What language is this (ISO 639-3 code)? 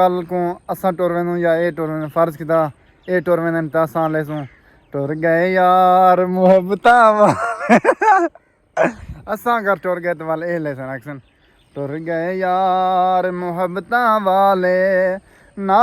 skr